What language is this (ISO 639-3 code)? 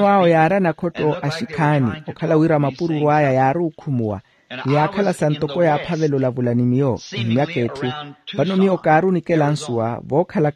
vmw